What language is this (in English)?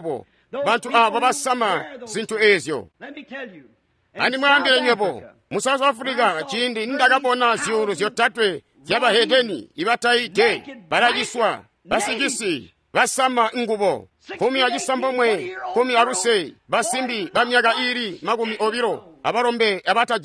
Tonga (Zambia)